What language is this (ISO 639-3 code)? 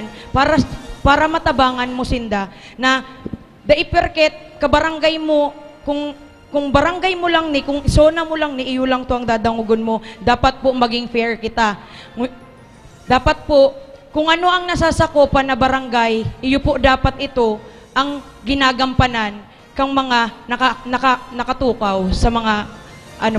bik